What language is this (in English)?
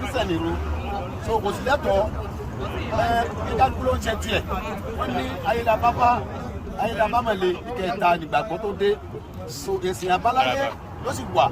Yoruba